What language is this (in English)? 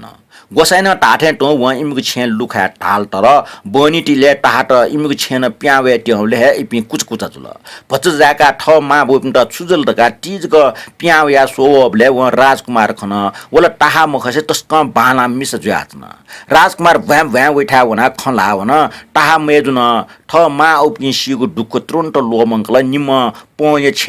Newari